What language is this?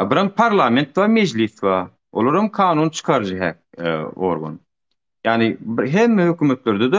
Turkmen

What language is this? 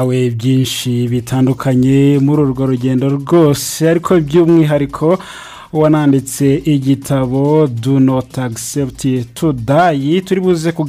Kinyarwanda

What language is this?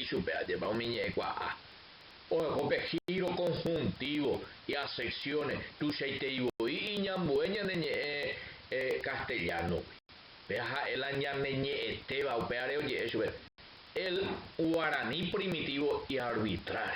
Guarani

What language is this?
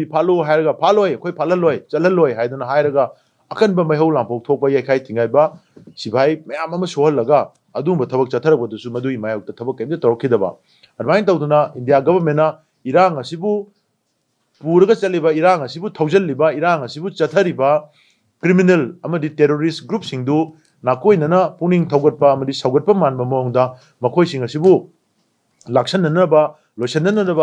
Manipuri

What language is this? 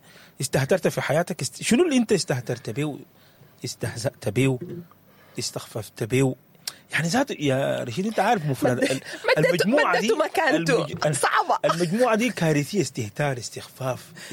Sudanese Arabic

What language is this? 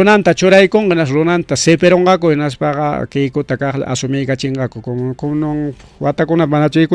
Ayacucho Quechua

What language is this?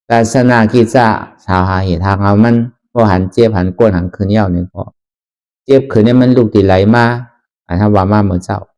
Shan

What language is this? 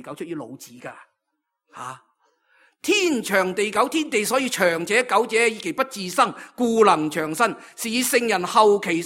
Cantonese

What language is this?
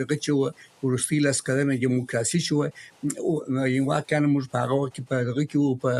Pashto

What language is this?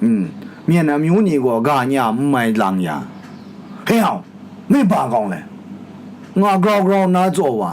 Kachin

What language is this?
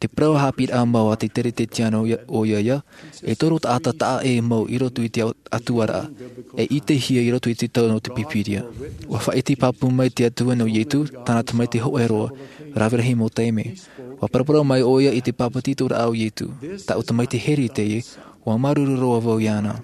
Tahitian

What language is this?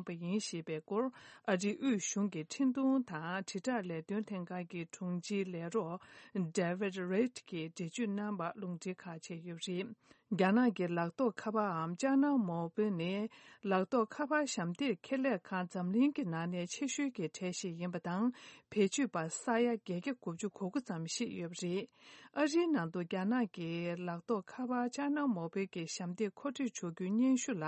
Tibetan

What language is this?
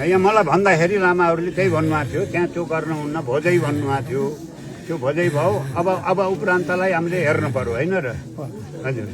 Nepali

